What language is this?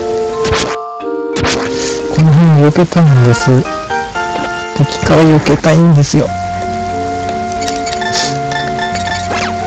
Japanese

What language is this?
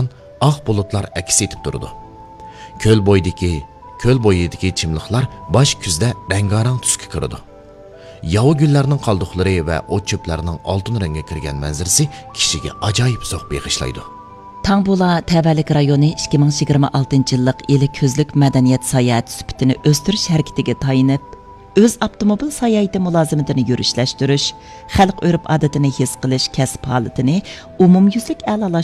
Uyghur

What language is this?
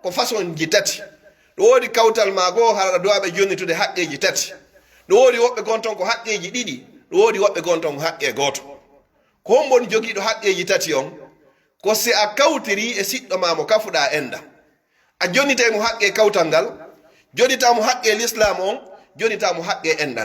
Pular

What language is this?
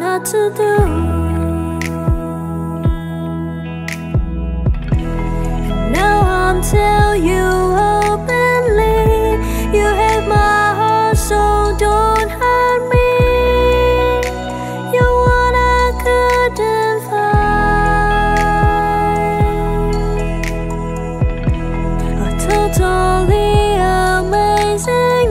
English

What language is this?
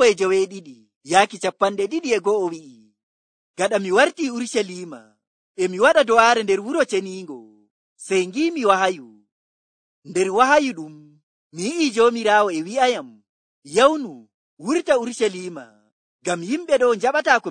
Nigerian Fulfulde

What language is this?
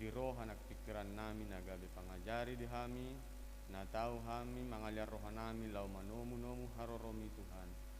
Batak Toba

